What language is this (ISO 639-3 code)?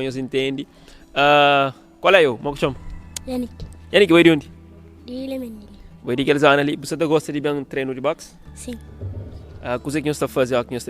kea